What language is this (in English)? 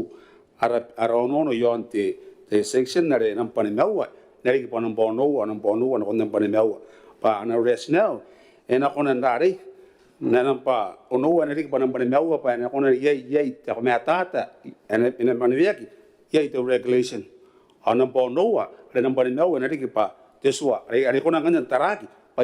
Gilbertese